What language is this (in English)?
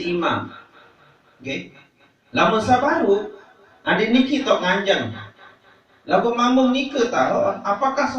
Sasak